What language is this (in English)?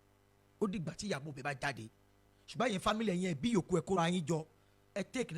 Yoruba